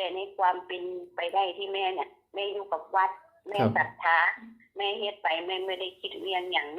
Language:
Northeastern Thai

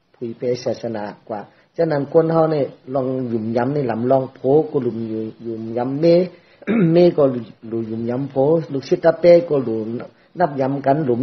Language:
Shan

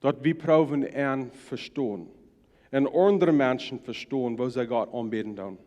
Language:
Plautdietsch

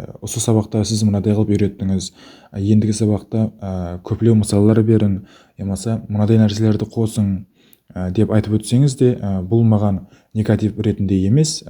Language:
Kara-Kalpak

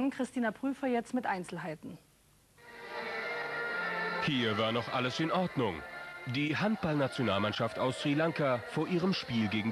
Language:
German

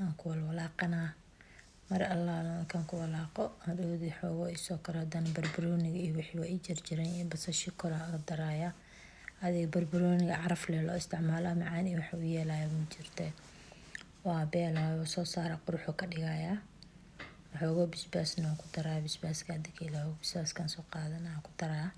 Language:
Somali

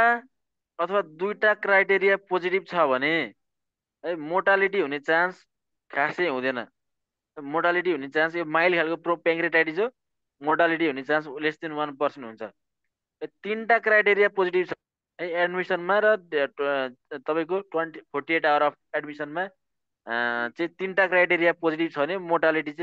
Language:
Nepali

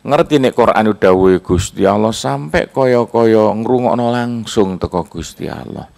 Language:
Javanese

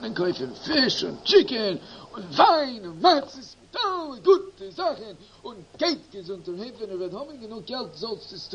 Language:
Yiddish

